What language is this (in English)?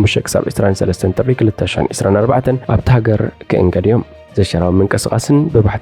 Tigrinya